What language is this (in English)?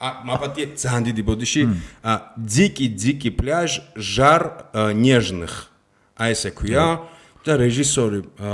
Georgian